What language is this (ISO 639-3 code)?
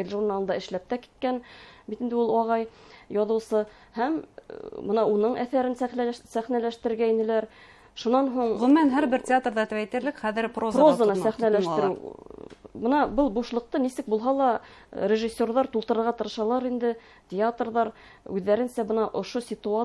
bak